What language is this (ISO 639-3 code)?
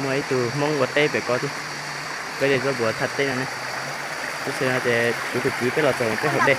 hmn